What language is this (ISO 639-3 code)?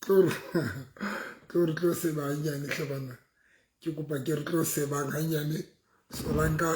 sot